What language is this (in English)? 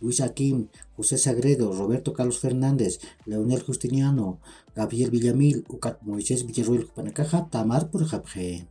Aymara